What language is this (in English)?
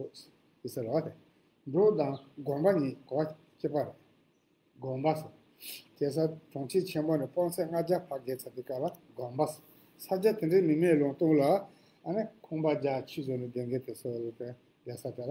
Tibetan